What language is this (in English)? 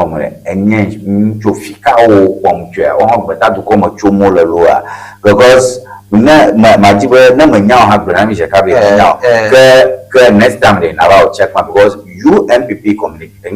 Ewe